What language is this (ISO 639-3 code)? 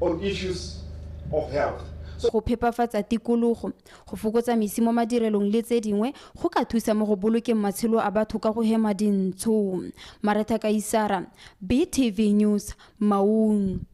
tsn